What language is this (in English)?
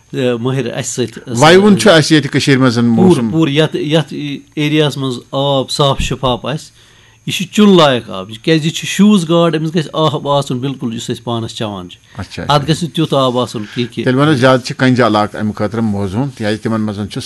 Kashmiri